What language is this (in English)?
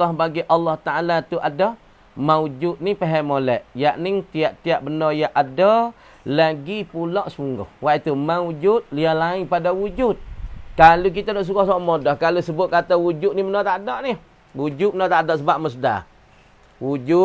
Malay